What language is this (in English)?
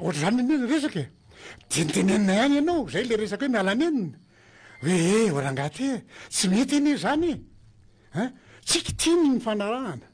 Malagasy